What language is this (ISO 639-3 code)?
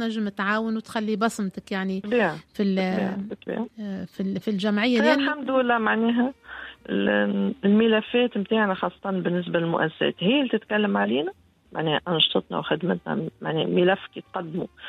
aeb